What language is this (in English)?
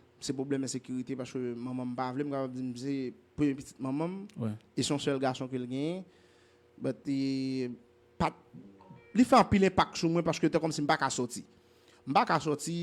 Haitian Creole